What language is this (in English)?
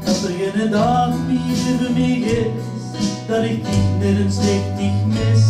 Limburgish